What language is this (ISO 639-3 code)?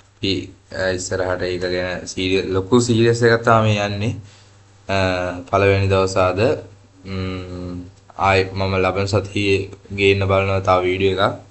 sin